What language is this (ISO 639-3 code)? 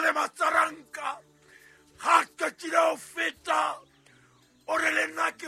sot